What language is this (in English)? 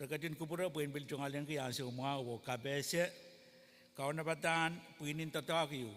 Pohnpeian